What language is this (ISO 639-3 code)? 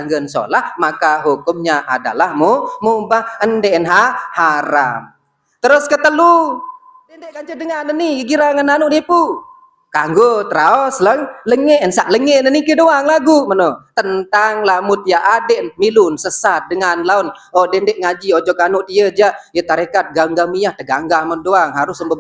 sas